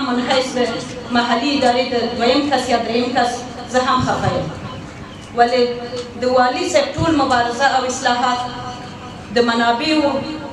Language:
Pashto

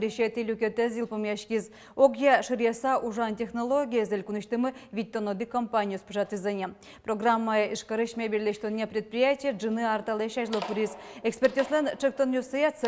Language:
Udmurt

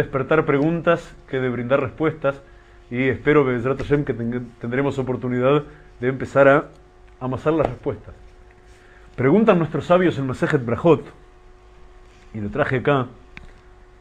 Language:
Spanish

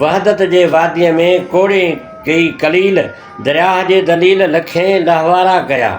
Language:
Sindhi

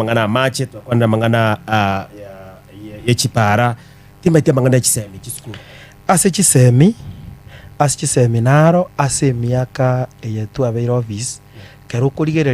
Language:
Gusii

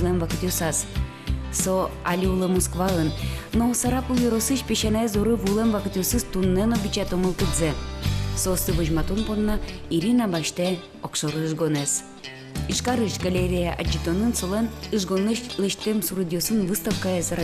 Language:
Udmurt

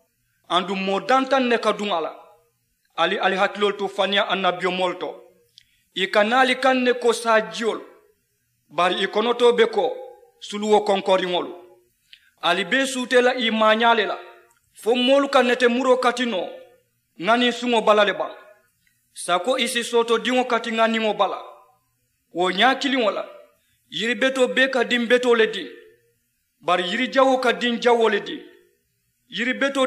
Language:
Mandingo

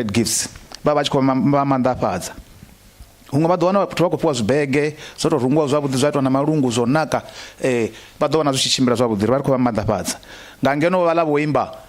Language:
Venda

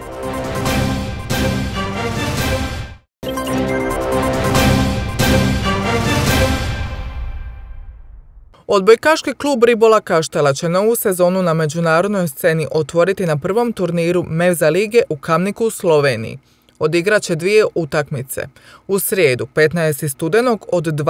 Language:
Croatian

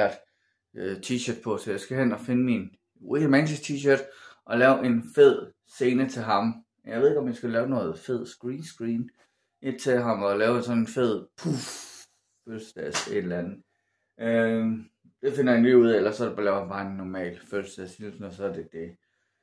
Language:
Danish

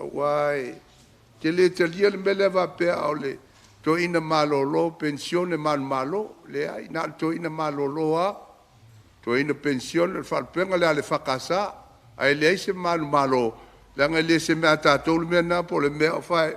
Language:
Samoan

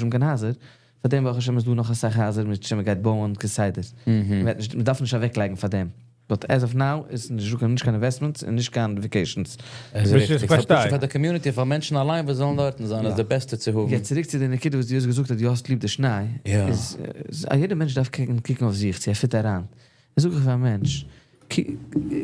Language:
Yiddish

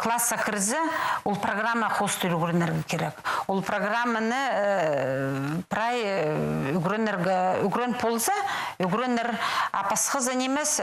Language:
Khakas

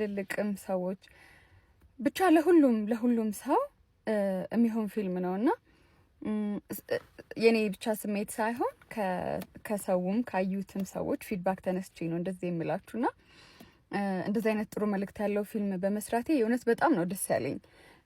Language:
Amharic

